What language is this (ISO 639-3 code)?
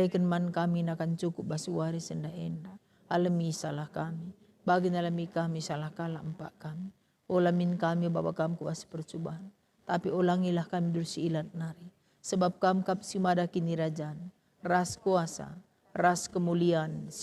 btx